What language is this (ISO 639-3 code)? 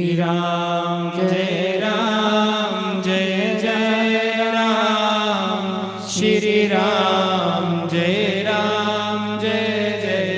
doi